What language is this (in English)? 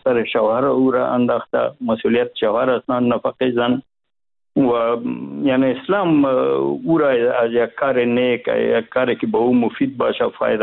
Persian